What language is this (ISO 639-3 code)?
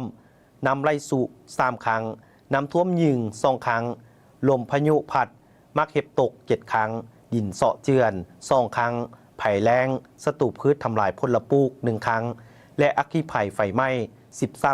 lao